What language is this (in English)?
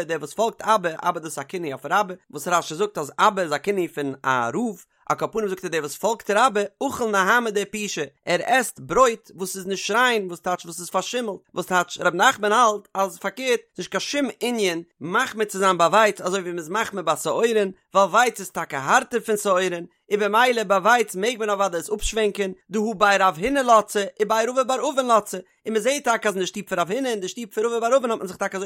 Yiddish